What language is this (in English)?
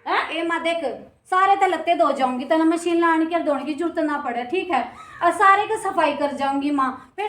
Haryanvi